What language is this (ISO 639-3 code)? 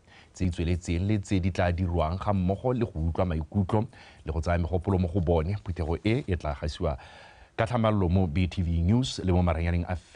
tsn